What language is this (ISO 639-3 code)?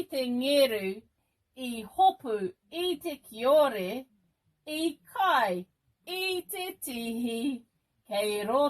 mri